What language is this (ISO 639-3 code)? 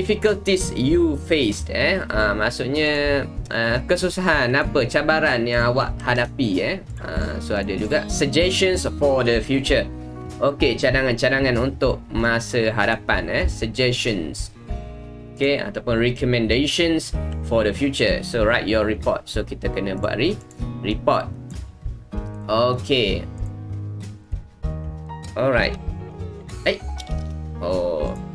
msa